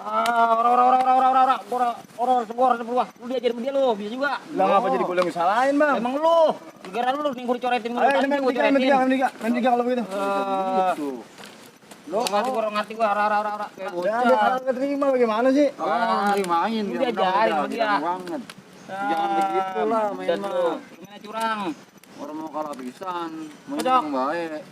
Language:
Betawi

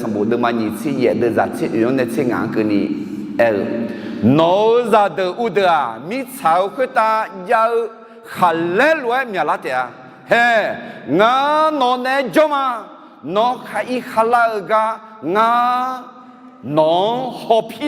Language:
Akha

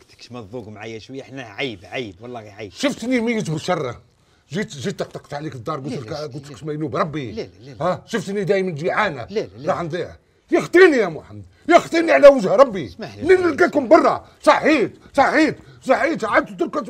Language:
Algerian Arabic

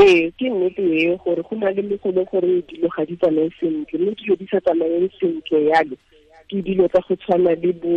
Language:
Tswana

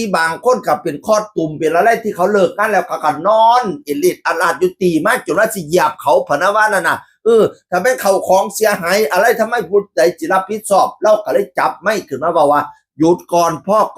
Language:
Northeastern Thai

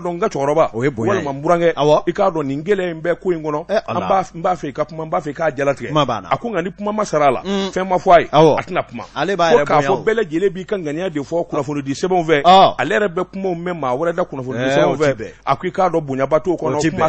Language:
Bambara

